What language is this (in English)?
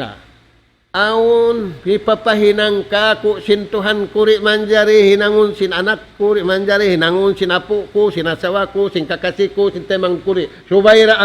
Tausug